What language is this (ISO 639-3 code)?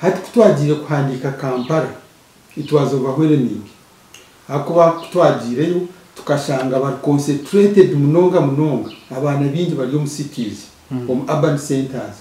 nyn